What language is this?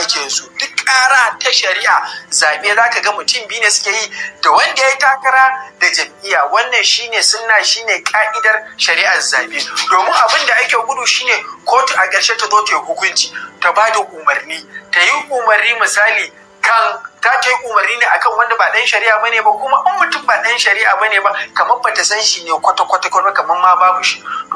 Hausa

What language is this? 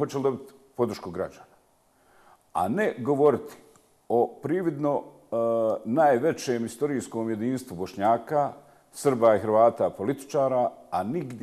Bosnian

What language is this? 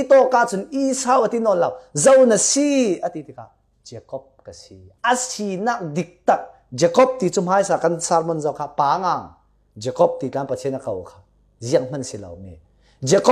Falam Chin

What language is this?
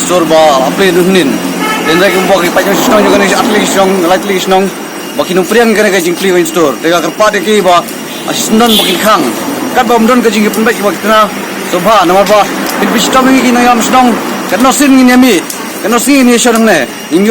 Khasi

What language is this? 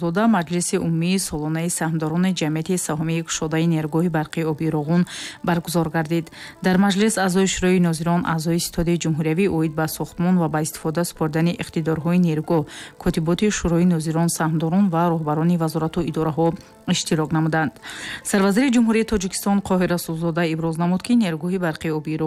Tajik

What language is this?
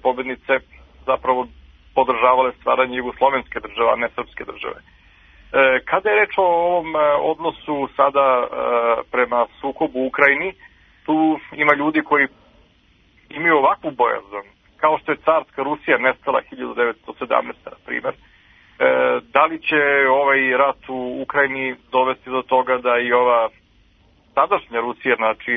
Serbian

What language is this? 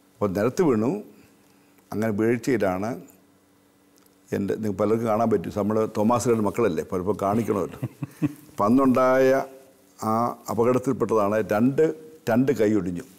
Malayalam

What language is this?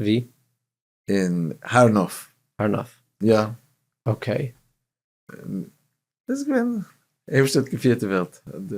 Yiddish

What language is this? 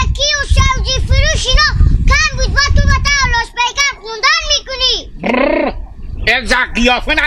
Hazaragi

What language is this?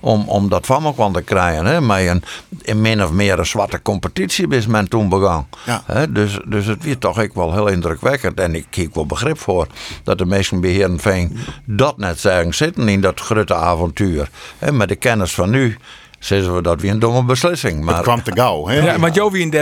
Western Frisian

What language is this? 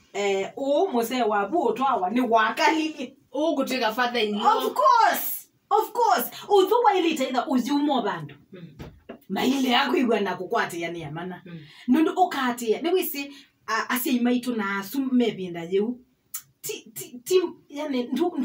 Kamba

